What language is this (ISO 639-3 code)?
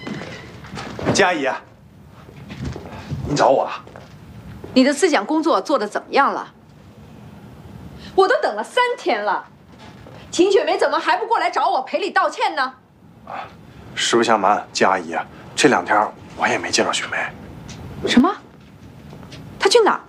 zho